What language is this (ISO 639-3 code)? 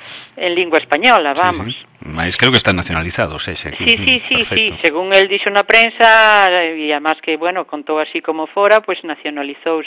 glg